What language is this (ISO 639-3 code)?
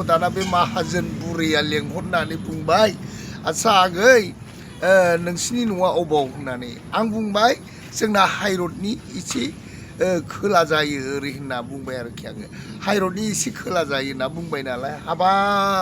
brx